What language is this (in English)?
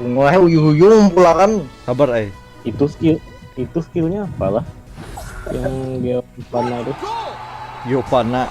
Banjar